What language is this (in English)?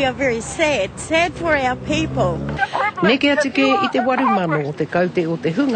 Māori